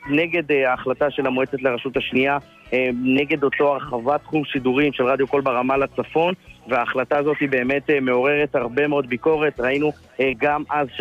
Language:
Hebrew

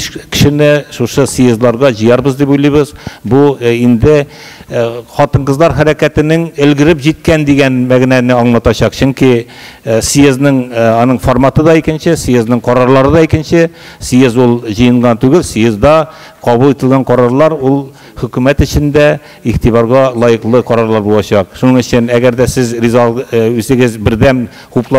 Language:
Tatar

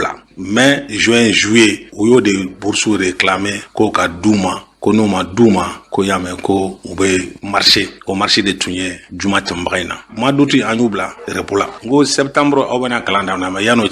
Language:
Bambara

